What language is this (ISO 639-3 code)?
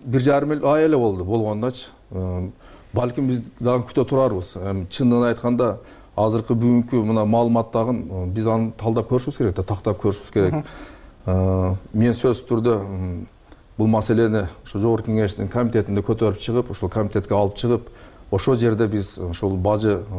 kir